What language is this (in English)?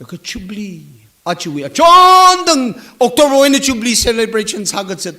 Tangkhul Naga (India)